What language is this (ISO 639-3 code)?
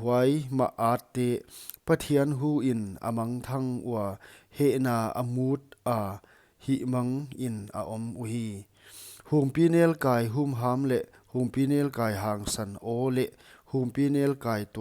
pck